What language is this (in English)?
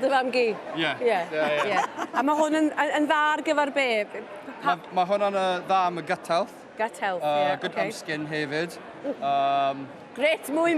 Welsh